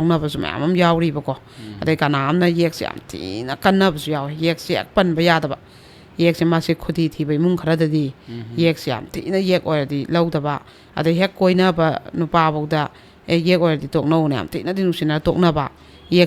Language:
Manipuri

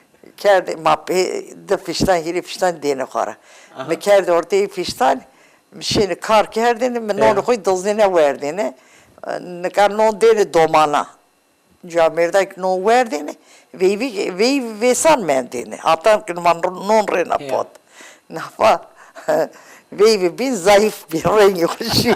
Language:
Zaza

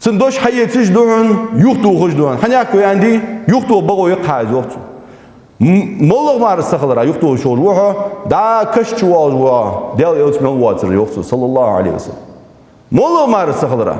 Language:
Ingush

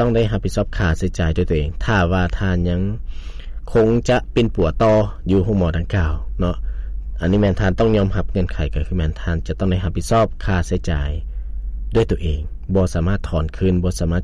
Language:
Lao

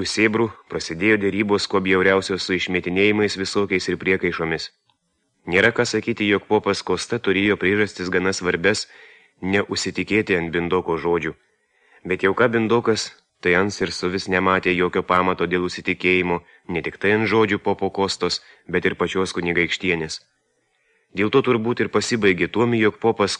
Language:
Lithuanian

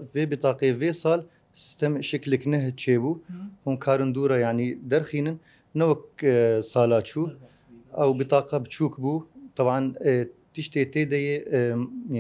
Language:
Kurdish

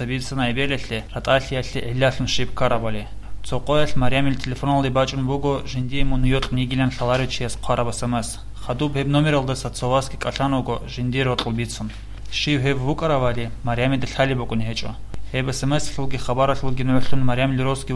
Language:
Avaric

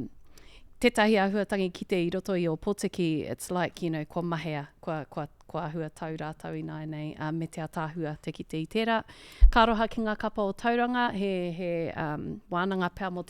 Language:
Māori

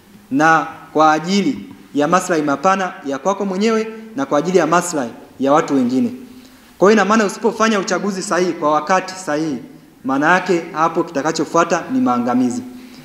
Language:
Swahili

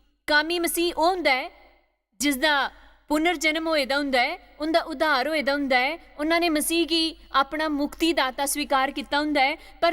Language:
Dogri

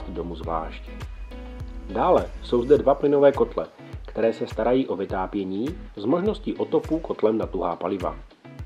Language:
Czech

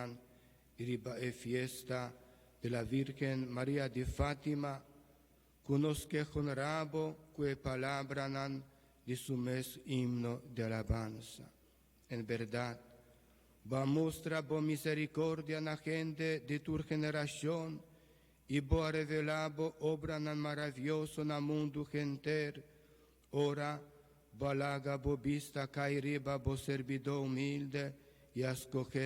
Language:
Papiamento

